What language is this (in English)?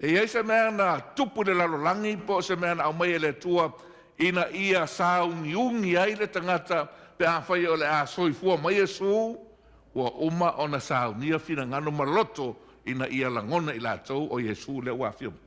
Samoan